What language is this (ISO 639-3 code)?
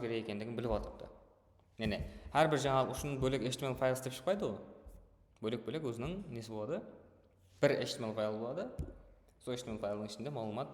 kaa